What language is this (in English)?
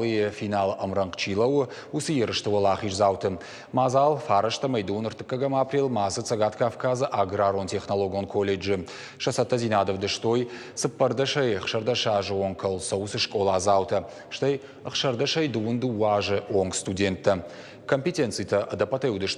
Ossetic